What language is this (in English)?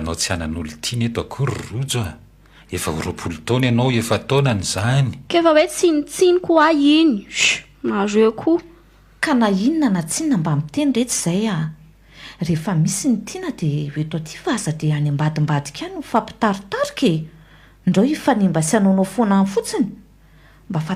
Malagasy